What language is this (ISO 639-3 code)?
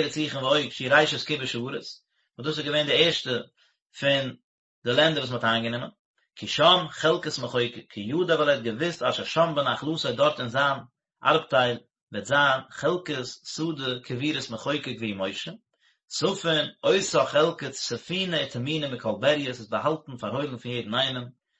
yid